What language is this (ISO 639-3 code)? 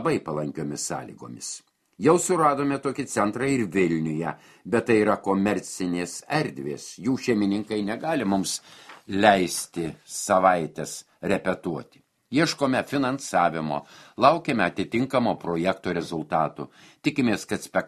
lit